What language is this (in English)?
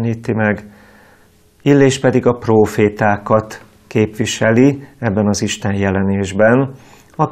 Hungarian